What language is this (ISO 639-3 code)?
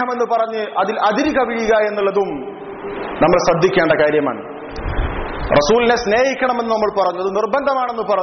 mal